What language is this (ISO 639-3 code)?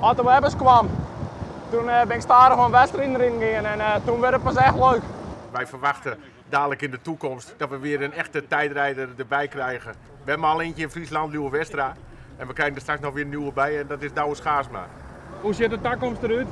fry